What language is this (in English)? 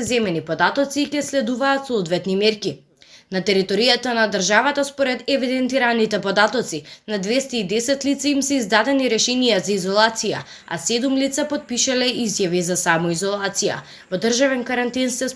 Macedonian